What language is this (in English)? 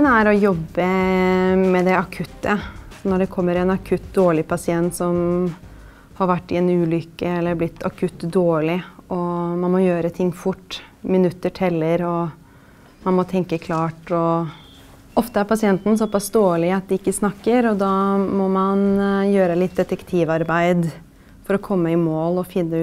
Norwegian